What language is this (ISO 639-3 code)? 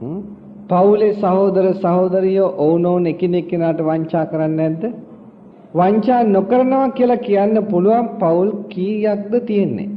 sin